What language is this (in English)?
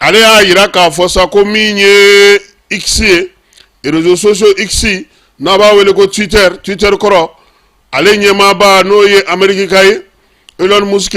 Bambara